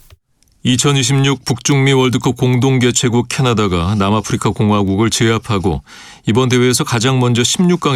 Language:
Korean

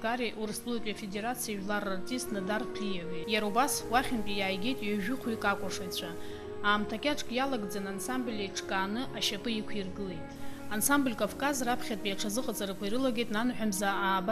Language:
Abkhazian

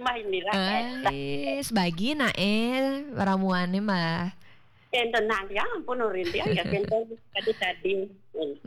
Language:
Balinese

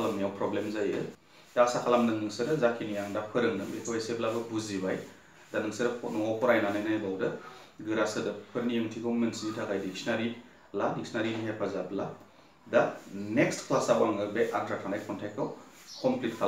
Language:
Bodo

